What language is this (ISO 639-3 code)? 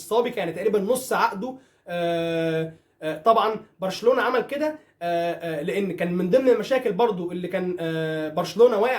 arz